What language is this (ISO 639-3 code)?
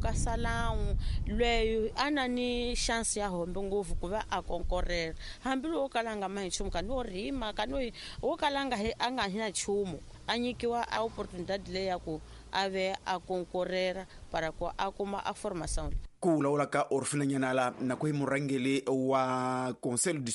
tso